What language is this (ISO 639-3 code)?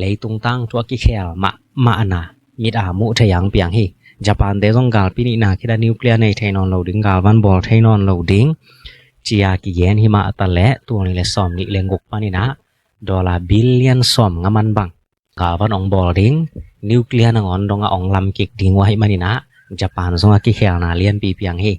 ctd